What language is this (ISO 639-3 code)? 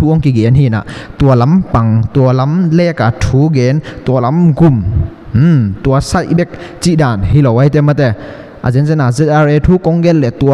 ctd